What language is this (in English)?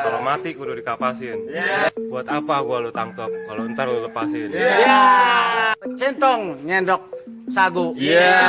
Betawi